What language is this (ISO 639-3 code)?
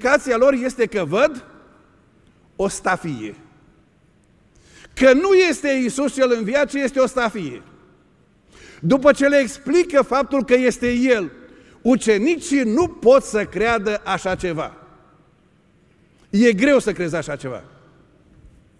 ron